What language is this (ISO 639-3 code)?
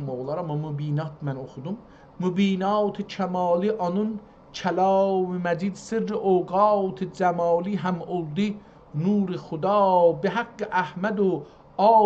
azb